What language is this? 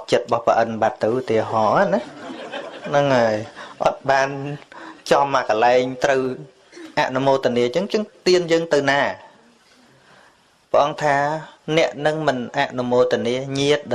Khmer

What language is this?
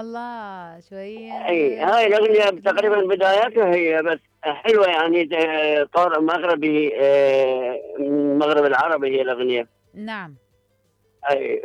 Mesopotamian Arabic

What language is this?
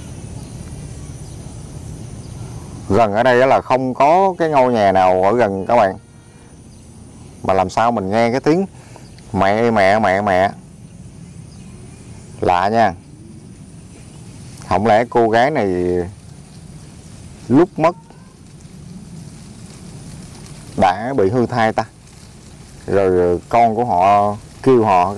Vietnamese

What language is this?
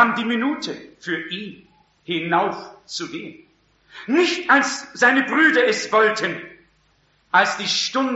German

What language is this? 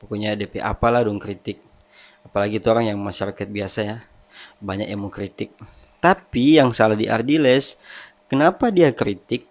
Manado Malay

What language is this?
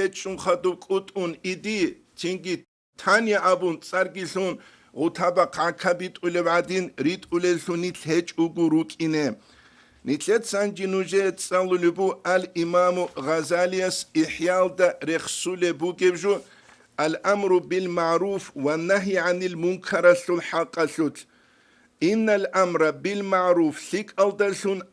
Avaric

